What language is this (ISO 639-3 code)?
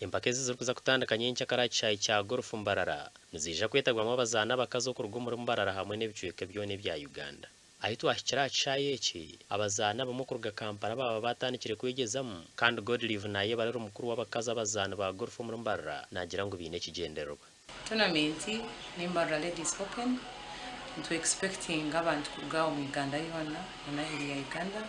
nyn